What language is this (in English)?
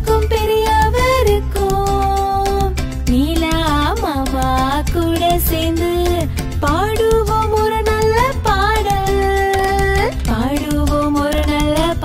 Tamil